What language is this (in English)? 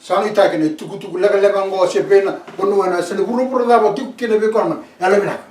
Fijian